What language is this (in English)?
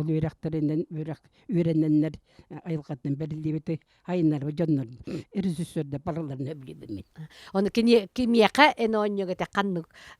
Yakut